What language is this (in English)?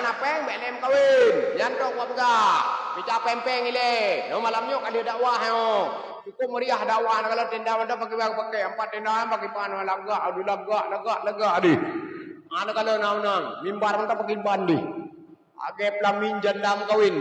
Achinese